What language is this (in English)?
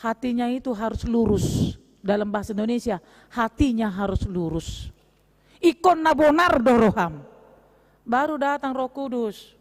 Batak Toba